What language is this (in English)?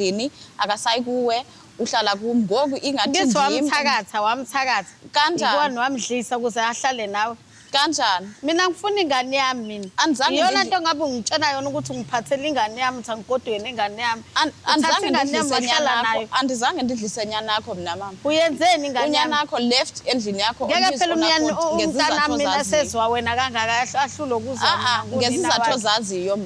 Zulu